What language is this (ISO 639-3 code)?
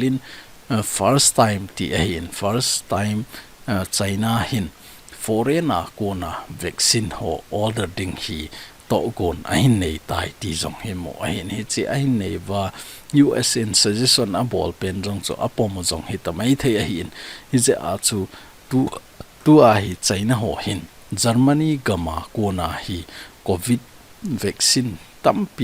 tcz